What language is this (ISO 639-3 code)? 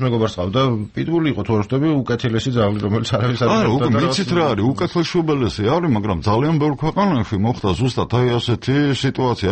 kat